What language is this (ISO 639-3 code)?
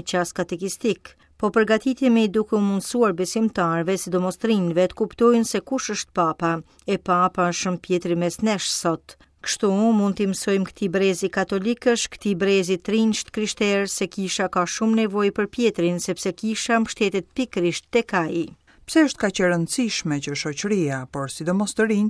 sqi